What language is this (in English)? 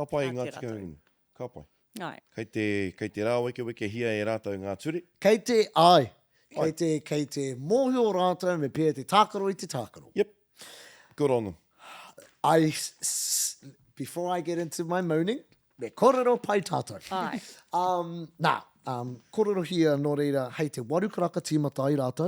Māori